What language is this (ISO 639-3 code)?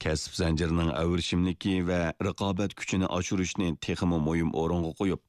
uig